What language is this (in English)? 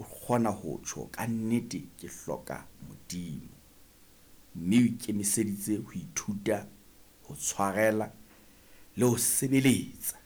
Southern Sotho